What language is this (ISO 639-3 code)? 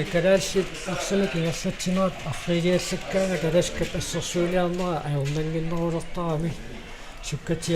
kal